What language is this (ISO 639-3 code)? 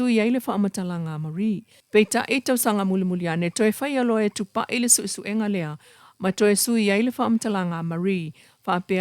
smo